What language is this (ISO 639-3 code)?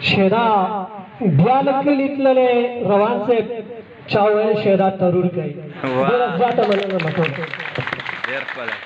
pus